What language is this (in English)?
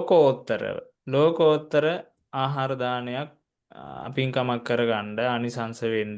Sinhala